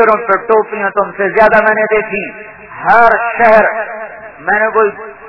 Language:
Urdu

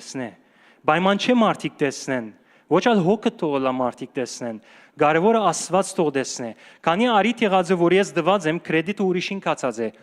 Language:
Western Armenian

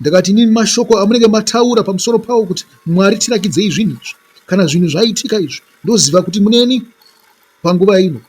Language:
Shona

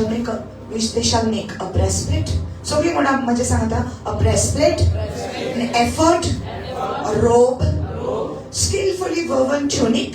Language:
Konkani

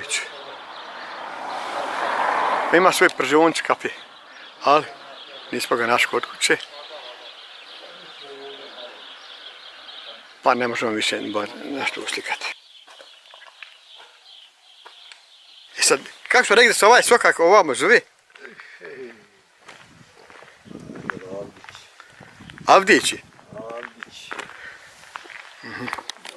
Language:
Bosnian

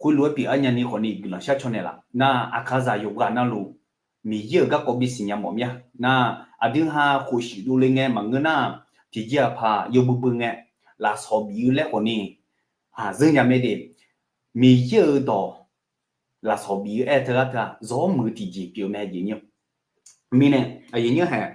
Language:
Akha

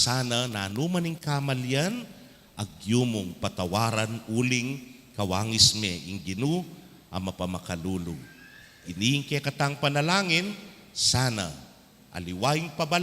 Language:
Pampanga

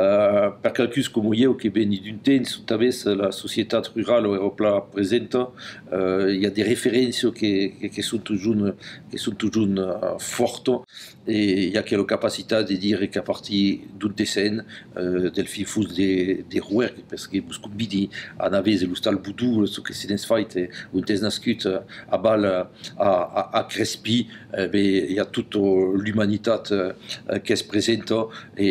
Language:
Occitan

